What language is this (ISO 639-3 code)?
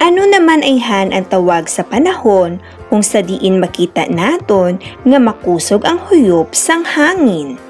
hil